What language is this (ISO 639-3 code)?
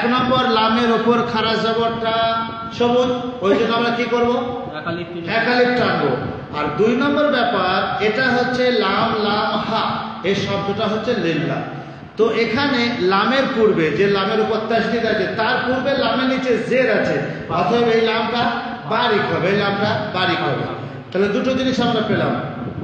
ben